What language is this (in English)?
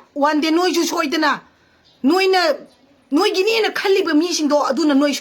Manipuri